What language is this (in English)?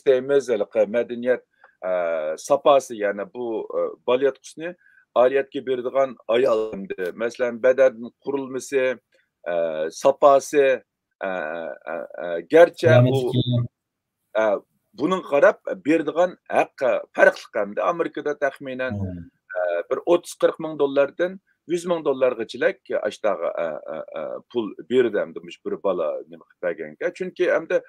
Uyghur